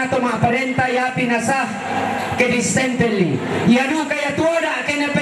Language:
Toraja-Sa'dan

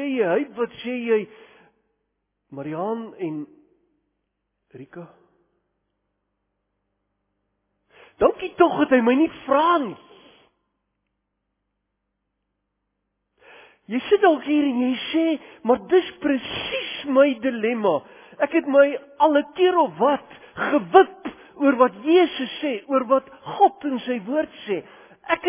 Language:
Afrikaans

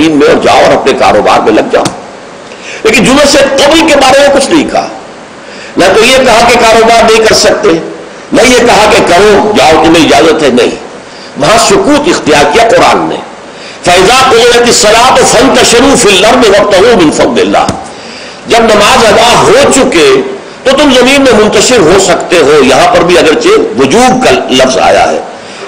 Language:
Urdu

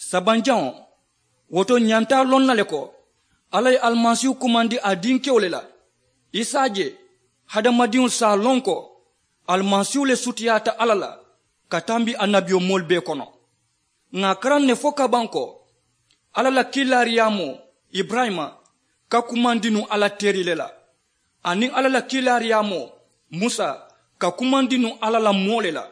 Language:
Mandingo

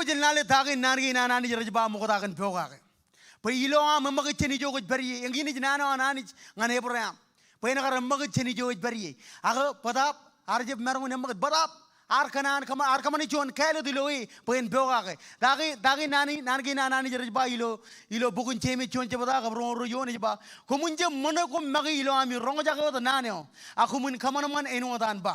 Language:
Marshallese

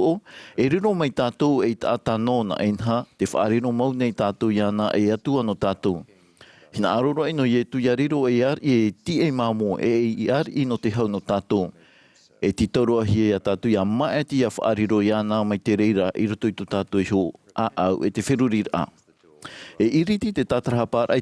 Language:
Tahitian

